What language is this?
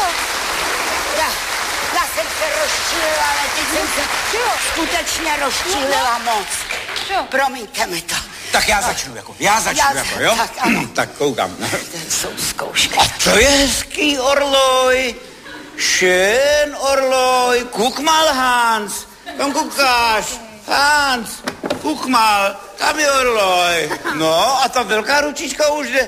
Czech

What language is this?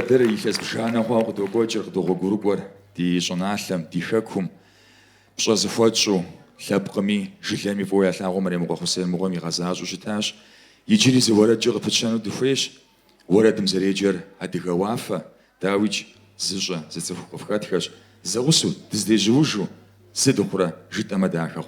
Kabardian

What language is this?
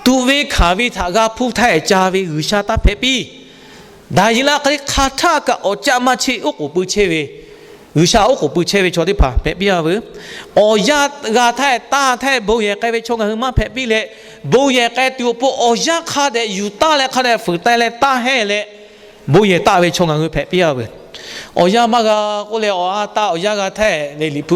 Lahu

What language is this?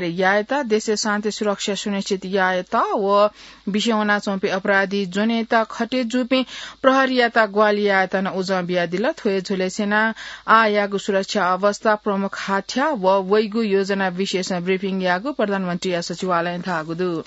Newari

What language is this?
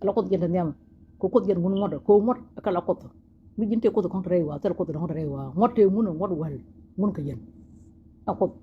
Nuer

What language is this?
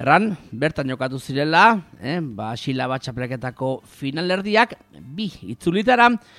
Basque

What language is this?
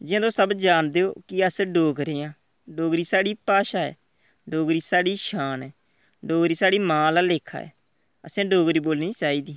Dogri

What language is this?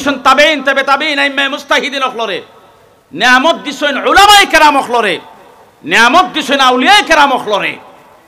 Sylheti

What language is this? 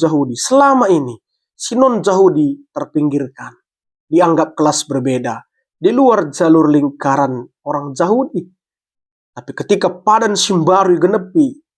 Batak Karo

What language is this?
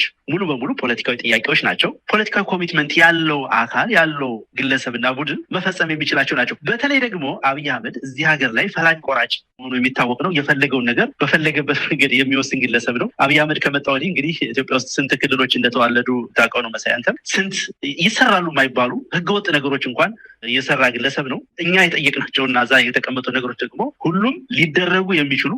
Amharic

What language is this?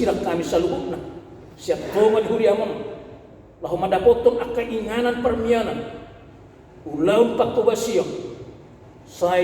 Batak Toba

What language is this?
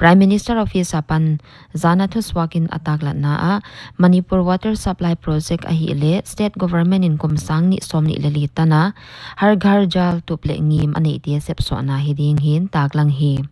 Paite Chin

